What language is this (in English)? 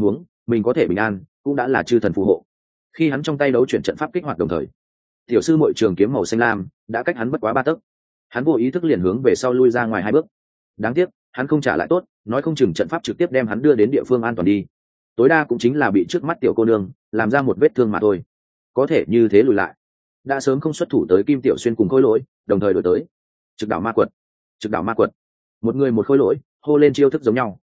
Vietnamese